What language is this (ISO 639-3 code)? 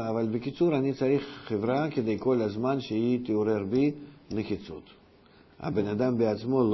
heb